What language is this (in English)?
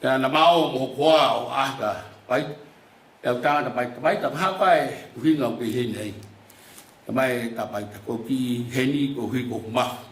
Tongan